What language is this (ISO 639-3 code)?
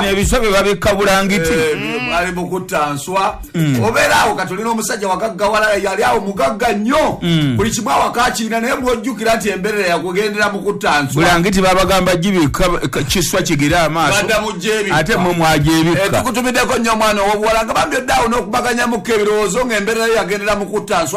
lug